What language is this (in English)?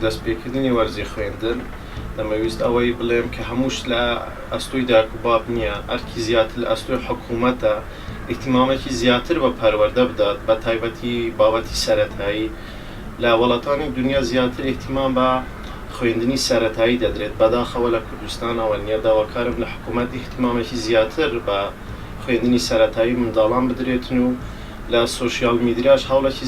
Central Kurdish